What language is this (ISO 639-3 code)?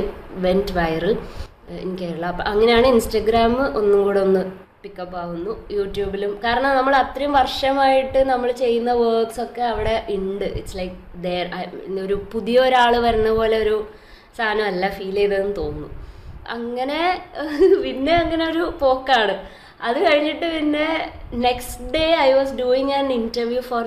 mal